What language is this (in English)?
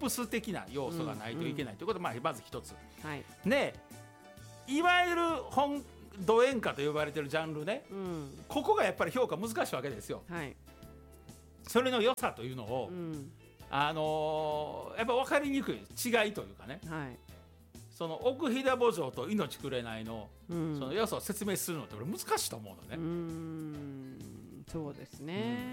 Japanese